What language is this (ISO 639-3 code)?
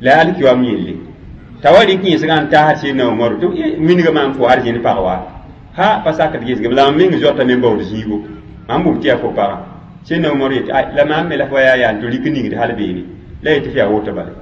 mos